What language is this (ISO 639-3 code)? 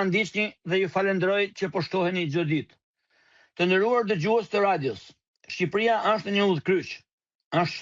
sqi